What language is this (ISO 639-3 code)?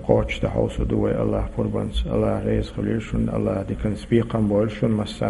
che